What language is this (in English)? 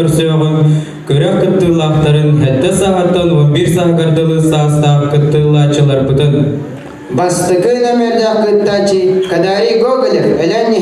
Yakut